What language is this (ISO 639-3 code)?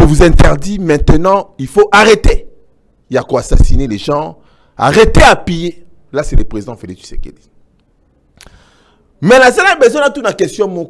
fra